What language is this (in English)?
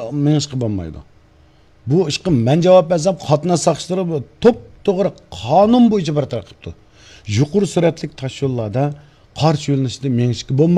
Uyghur